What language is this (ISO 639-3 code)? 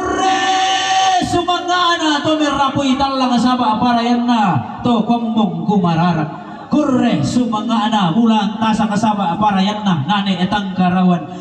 sda